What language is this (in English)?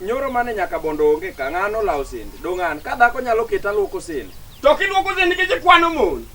Luo (Kenya and Tanzania)